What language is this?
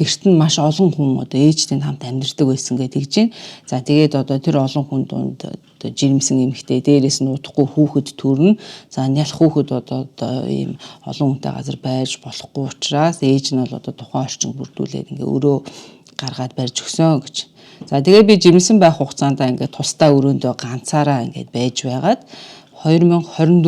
Mongolian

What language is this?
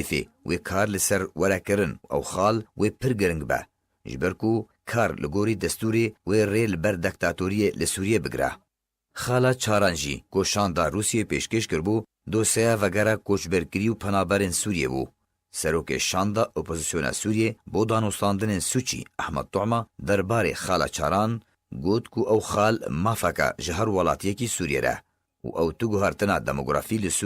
Kurdish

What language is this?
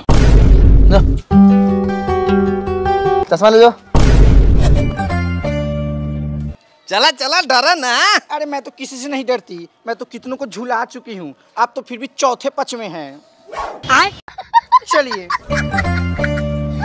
Bhojpuri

